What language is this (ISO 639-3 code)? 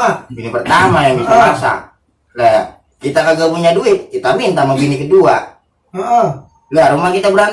bew